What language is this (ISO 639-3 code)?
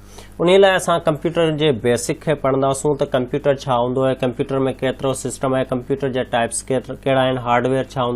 snd